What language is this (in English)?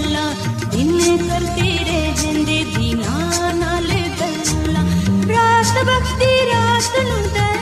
Punjabi